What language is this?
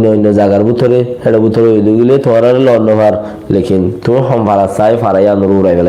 Rohingya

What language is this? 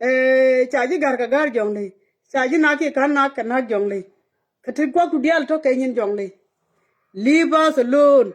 Nuer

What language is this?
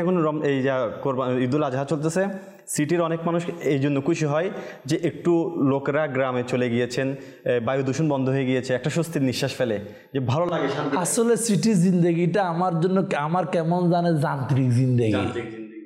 Bangla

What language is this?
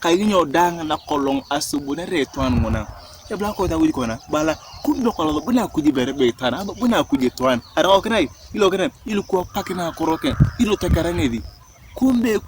Turkana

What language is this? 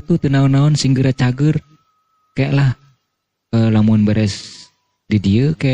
Sundanese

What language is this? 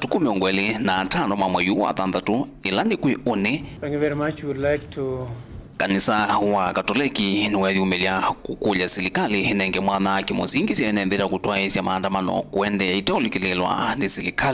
Kamba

